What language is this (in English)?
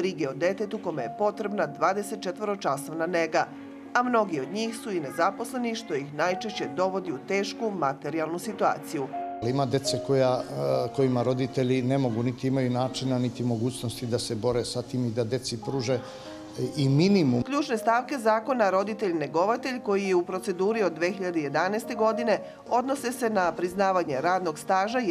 Serbian